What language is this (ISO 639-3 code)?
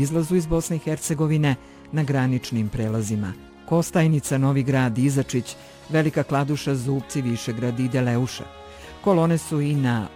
bos